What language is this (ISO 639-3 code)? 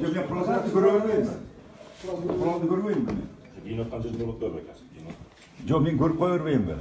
kir